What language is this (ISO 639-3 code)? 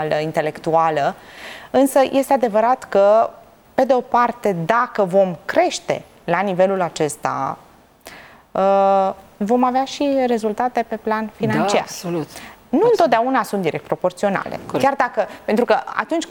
ron